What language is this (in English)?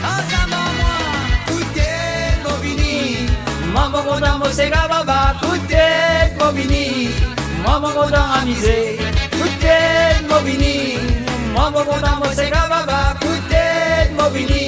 Morisyen